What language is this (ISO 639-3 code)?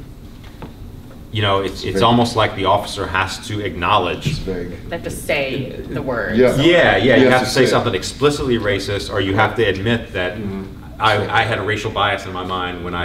eng